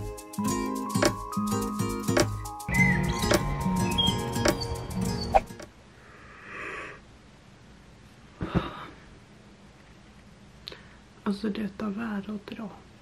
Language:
Swedish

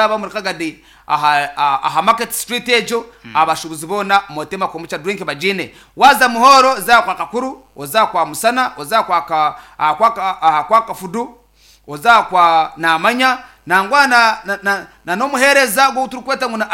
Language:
Nyankole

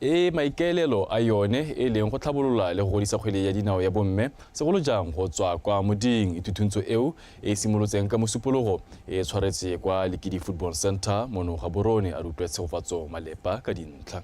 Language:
Tswana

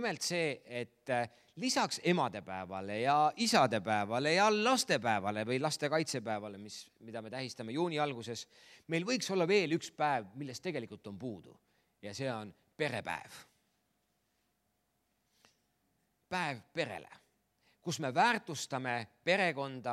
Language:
Estonian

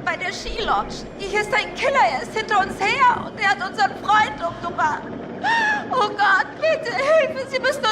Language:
Swiss German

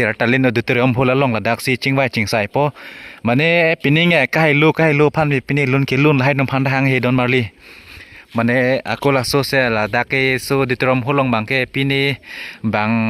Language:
Karbi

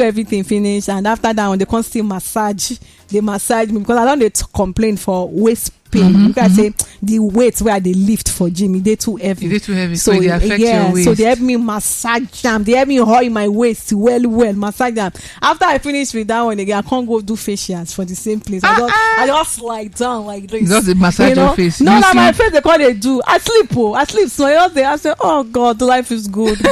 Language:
Nigerian Pidgin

